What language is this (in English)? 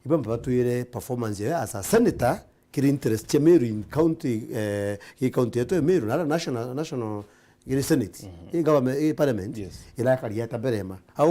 Meru